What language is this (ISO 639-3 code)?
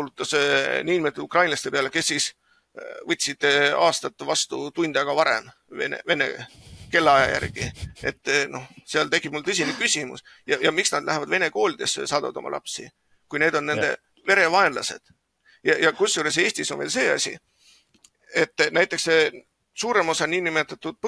est